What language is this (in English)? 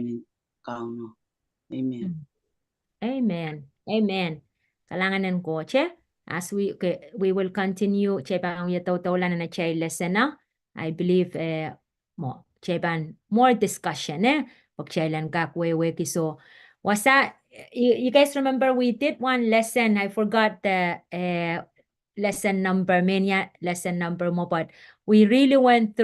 Pohnpeian